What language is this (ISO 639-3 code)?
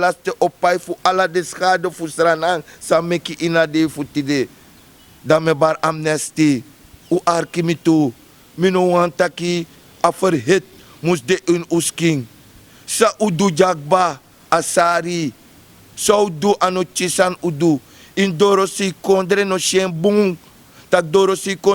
srn